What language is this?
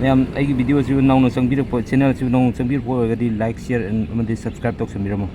Manipuri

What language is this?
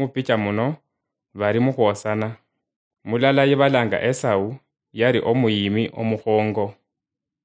Luyia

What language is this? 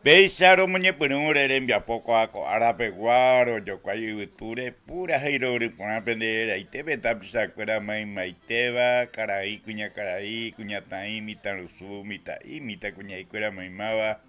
Guarani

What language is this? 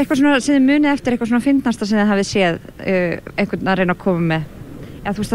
Icelandic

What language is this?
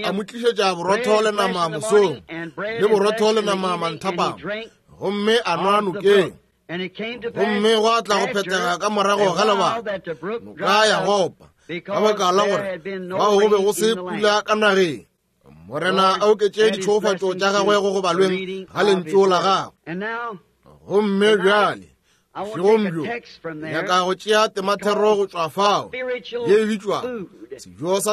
Northern Sotho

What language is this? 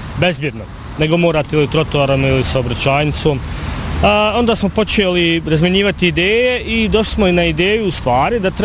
Bosnian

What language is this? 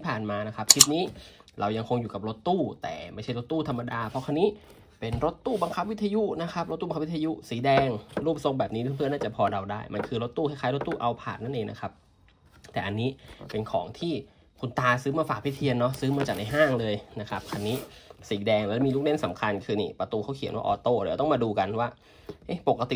Thai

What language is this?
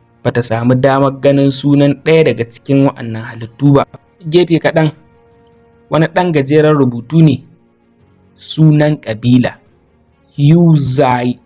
Hausa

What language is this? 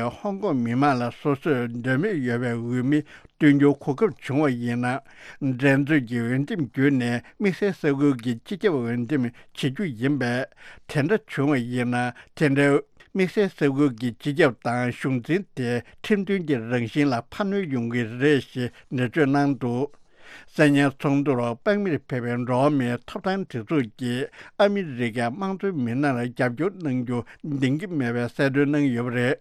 Tibetan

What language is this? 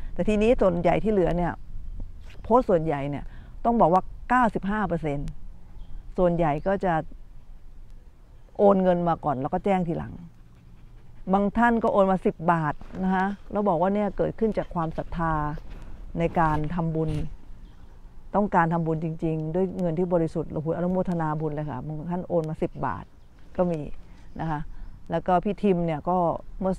Thai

